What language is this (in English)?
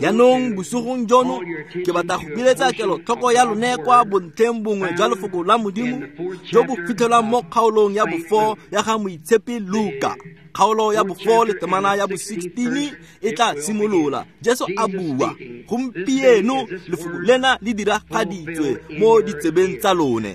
Tswana